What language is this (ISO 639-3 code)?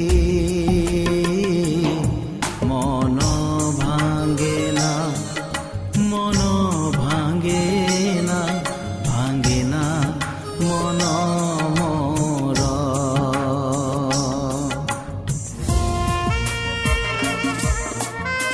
ori